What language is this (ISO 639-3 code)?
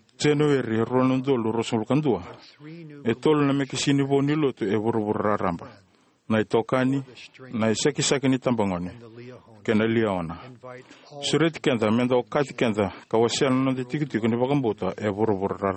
fij